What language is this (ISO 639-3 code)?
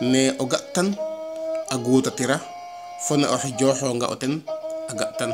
srr